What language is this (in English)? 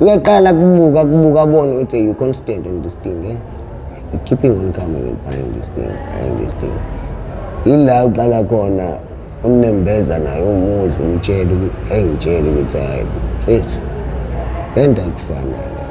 Zulu